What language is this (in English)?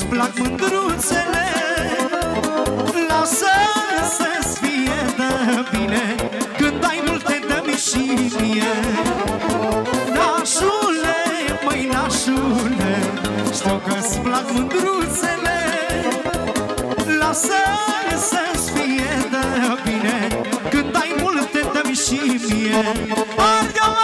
Romanian